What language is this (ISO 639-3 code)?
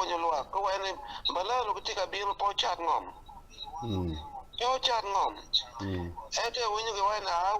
ach